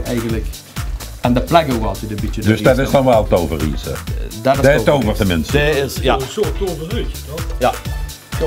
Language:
Limburgish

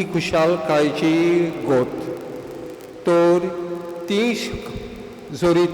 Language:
Konkani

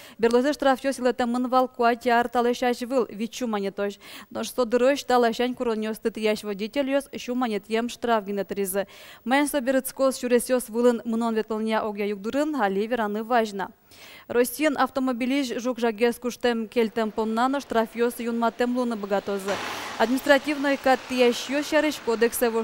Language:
Udmurt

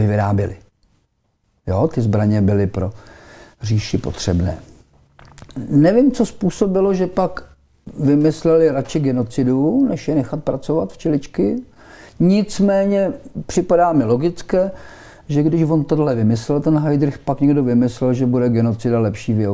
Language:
Czech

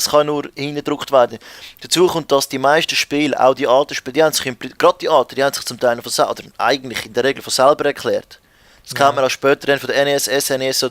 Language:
Swiss German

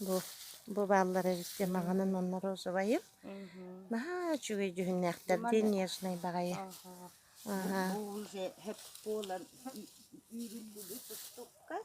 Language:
Yakut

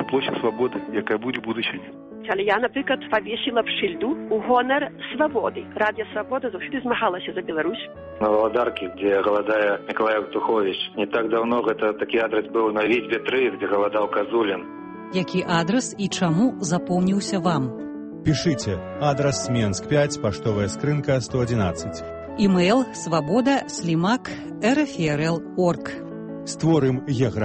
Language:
Belarusian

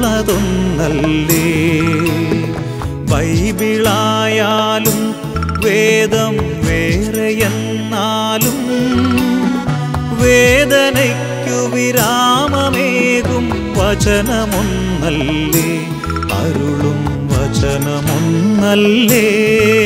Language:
Malayalam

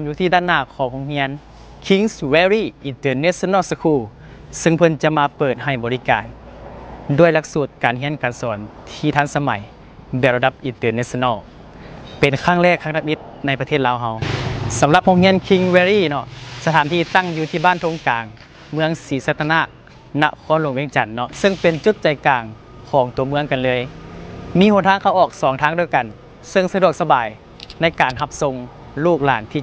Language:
Lao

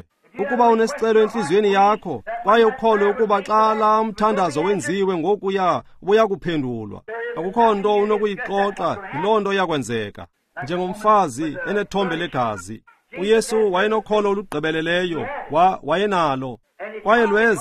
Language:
Xhosa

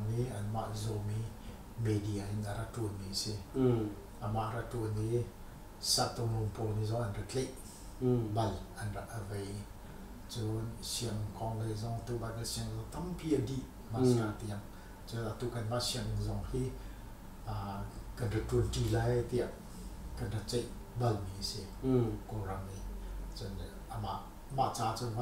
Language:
Hakha Chin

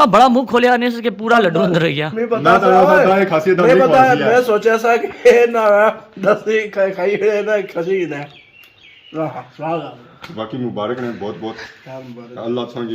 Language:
Pahari-Potwari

